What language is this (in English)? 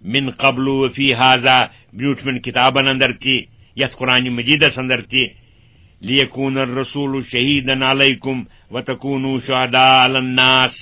Kashmiri